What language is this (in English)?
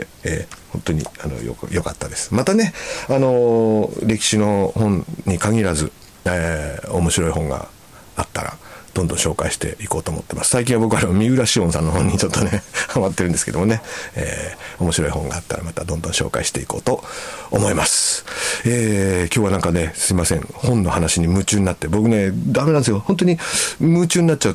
Japanese